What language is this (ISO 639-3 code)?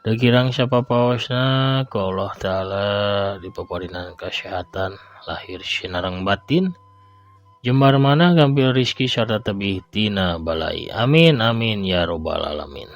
sun